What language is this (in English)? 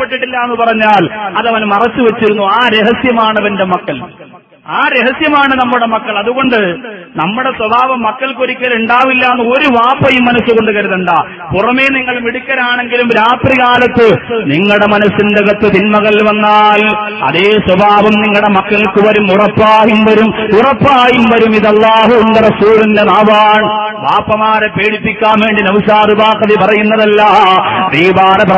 Malayalam